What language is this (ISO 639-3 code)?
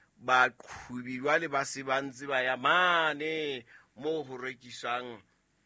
sot